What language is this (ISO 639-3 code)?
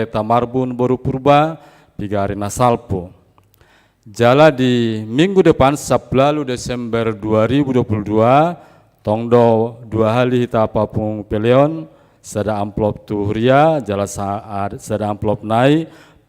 bbc